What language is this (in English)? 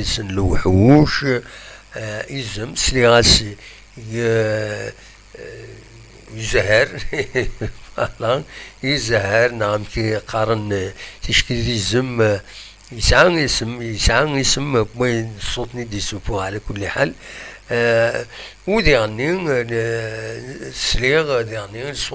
Kabyle